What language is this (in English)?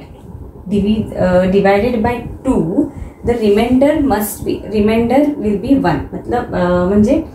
Marathi